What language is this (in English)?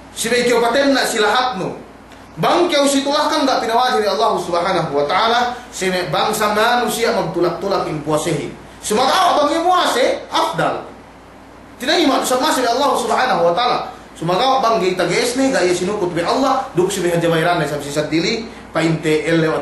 Yakan